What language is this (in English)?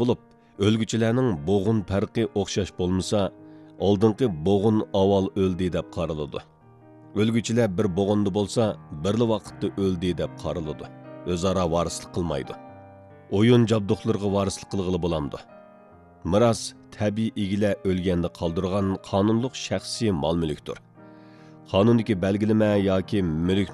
Uyghur